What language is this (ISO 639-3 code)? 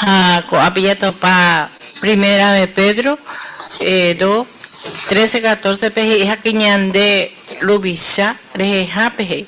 grn